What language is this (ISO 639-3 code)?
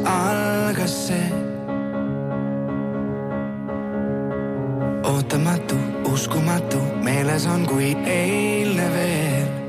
est